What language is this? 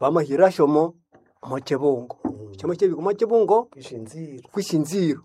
Nande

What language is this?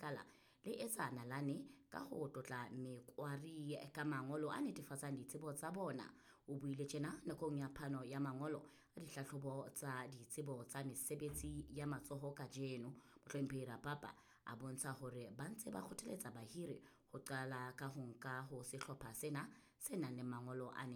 Southern Sotho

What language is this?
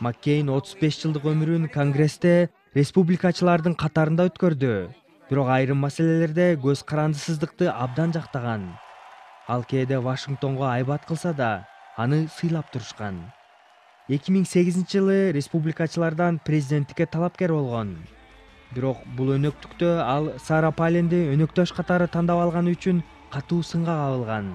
Kyrgyz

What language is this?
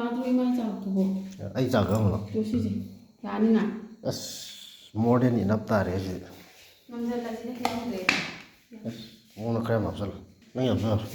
Manipuri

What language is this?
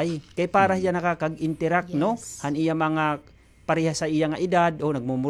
Waray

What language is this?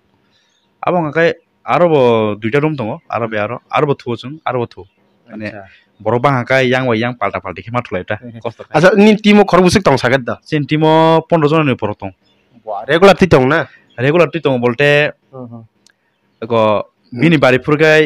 Kok Borok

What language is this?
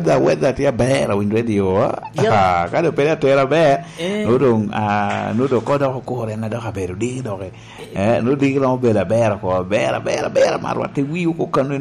Lango (Uganda)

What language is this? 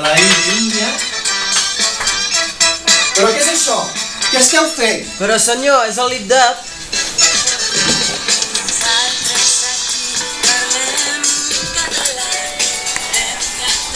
Catalan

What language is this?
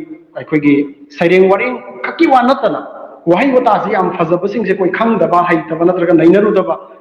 Manipuri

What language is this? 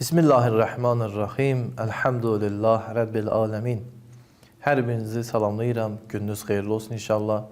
Azerbaijani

